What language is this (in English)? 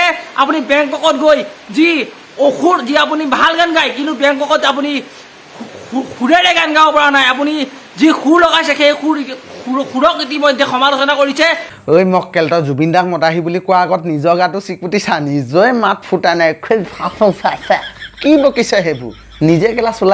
Assamese